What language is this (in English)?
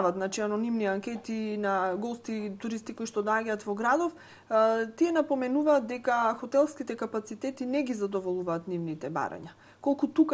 Macedonian